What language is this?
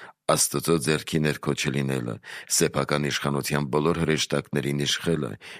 Armenian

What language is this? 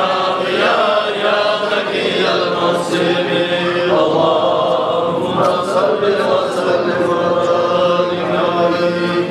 Kumyk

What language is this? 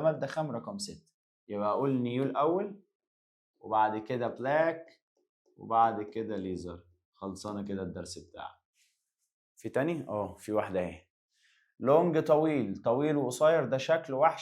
Egyptian Arabic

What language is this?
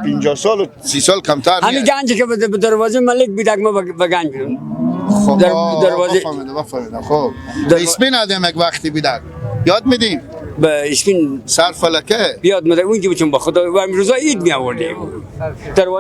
Persian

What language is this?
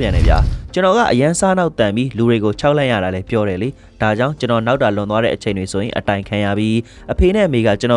Burmese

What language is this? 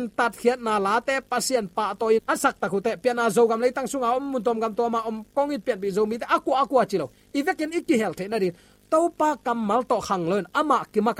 Tedim Chin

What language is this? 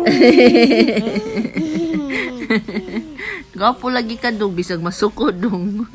Cebuano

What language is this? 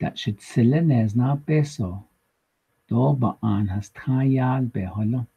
Navajo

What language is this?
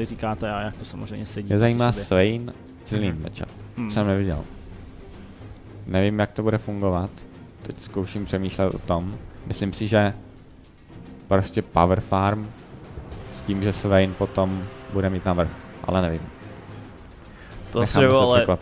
Czech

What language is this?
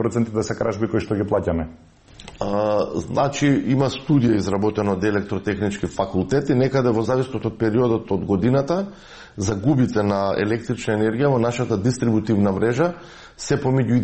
Macedonian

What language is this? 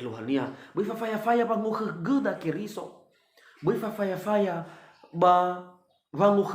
Nias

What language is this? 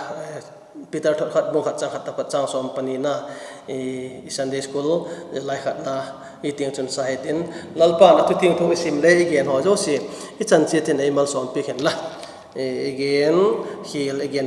Vaiphei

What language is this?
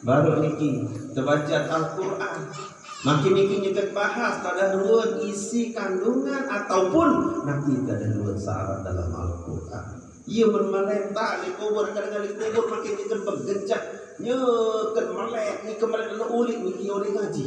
Sasak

